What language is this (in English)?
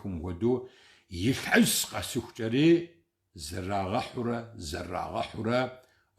Kabardian